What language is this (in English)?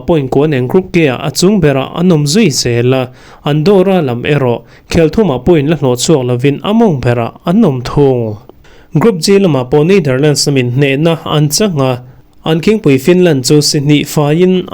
Mizo